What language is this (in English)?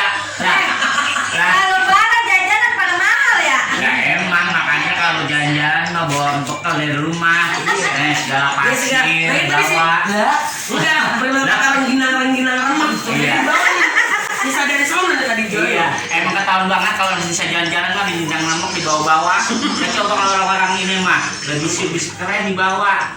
Betawi